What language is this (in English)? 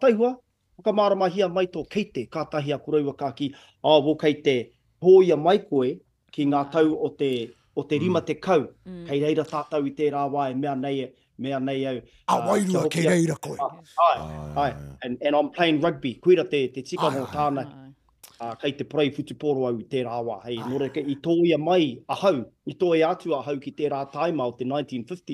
Māori